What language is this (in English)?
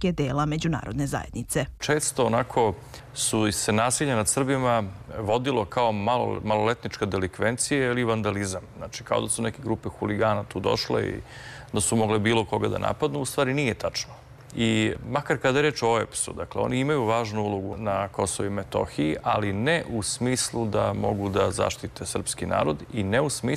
Serbian